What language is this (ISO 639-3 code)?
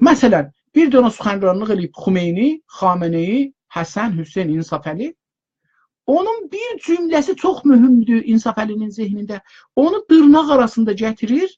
azb